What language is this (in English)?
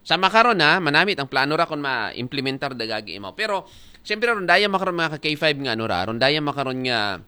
Aklanon